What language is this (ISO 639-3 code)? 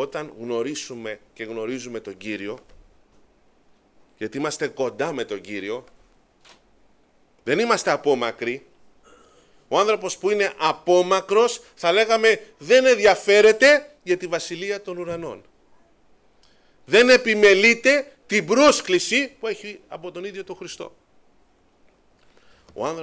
ell